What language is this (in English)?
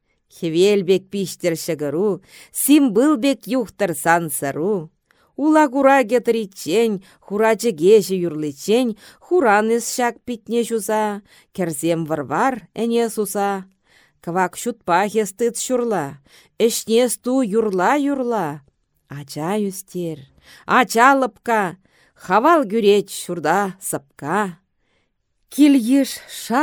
Chuvash